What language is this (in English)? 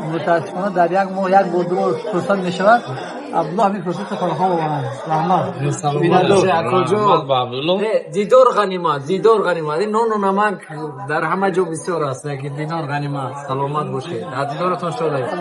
Tajik